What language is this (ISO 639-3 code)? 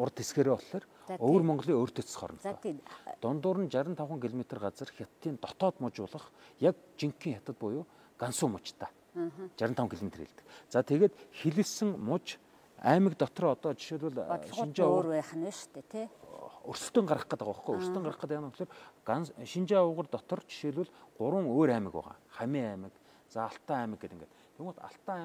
mon